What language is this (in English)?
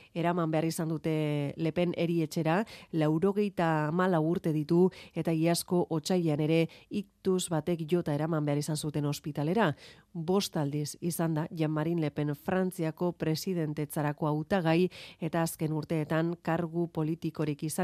Basque